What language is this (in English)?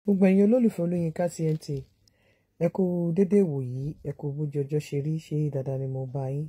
Yoruba